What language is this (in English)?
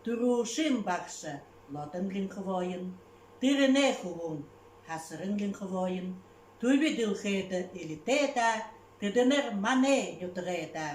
Buriat